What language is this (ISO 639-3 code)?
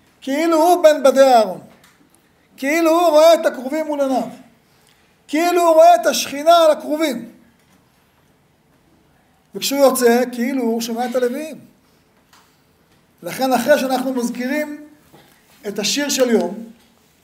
heb